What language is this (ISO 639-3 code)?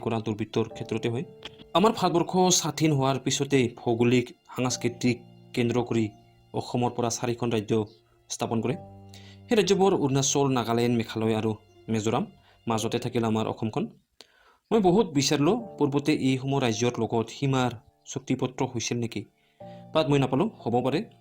asm